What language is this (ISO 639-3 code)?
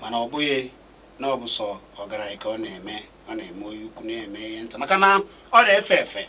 ibo